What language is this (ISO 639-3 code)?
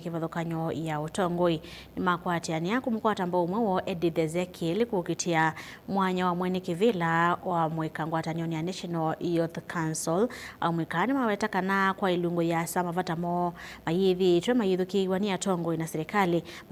kam